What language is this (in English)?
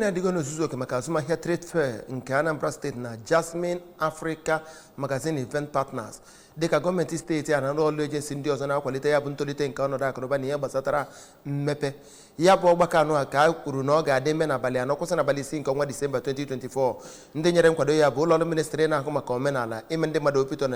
Igbo